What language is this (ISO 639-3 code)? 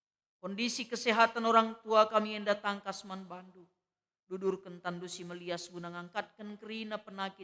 btx